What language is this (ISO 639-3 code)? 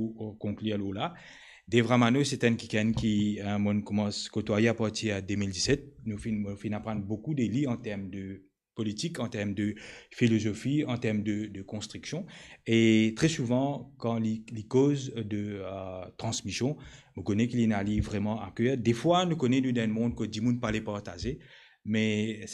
mfe